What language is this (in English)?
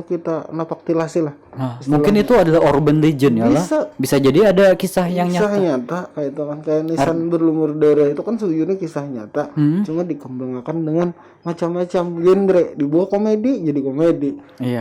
Banjar